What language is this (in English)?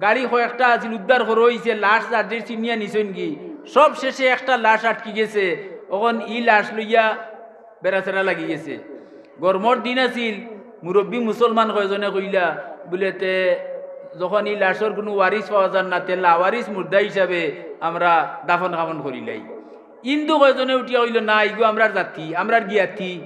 Sylheti